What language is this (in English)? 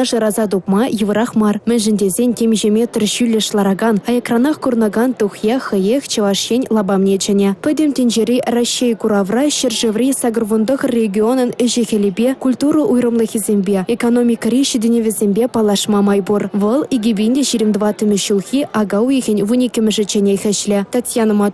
Chuvash